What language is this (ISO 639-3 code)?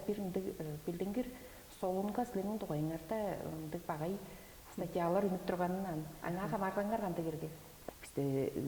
tyv